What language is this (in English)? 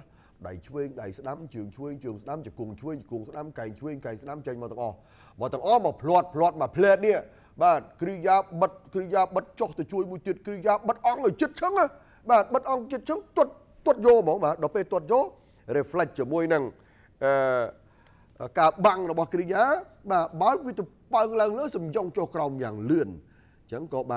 Khmer